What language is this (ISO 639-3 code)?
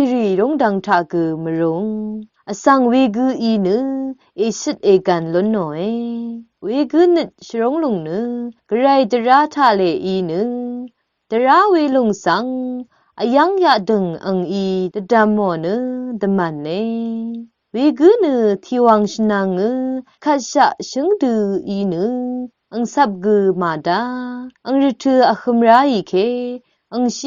raw